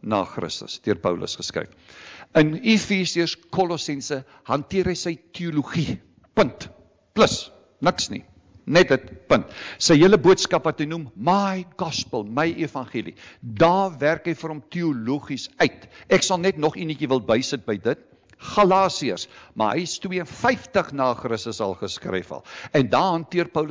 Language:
Afrikaans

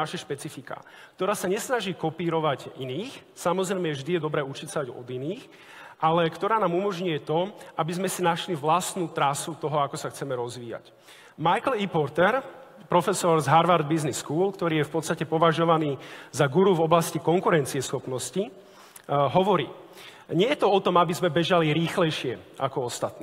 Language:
Slovak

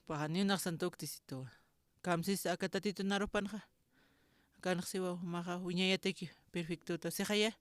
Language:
Aymara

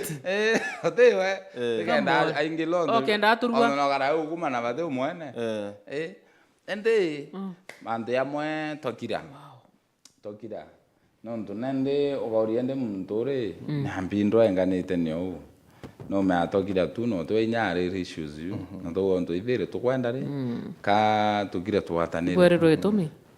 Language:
Meru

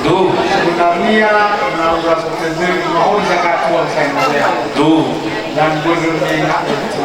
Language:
Nias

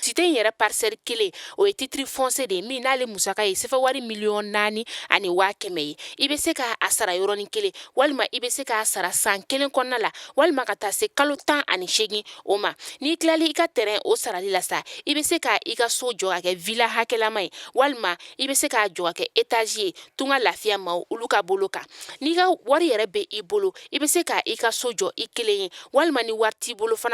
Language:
Bambara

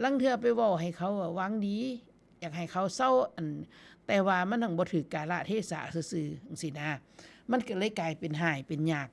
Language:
Northeastern Thai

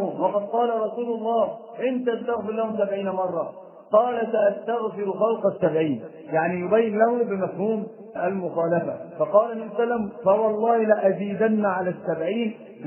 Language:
Arabic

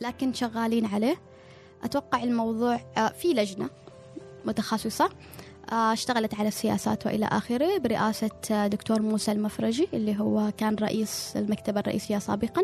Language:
Gulf Arabic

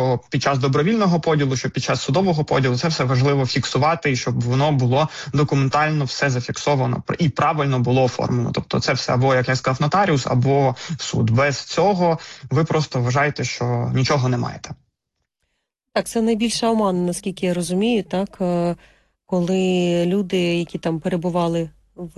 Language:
Ukrainian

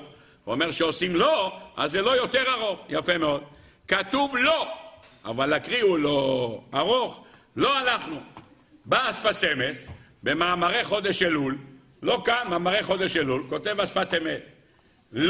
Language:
Hebrew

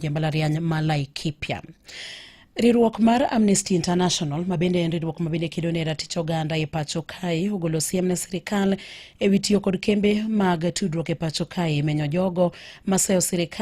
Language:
Luo (Kenya and Tanzania)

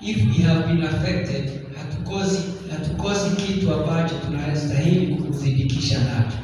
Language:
Swahili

